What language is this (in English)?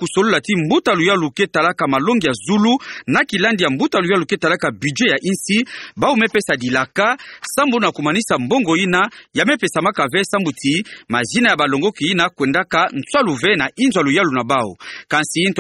Kituba (Democratic Republic of Congo)